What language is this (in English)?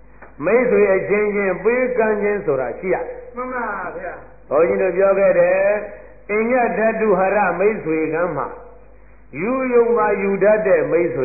Burmese